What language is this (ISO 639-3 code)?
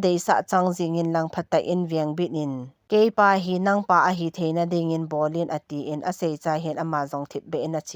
tcz